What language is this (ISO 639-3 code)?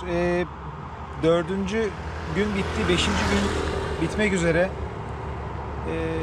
tur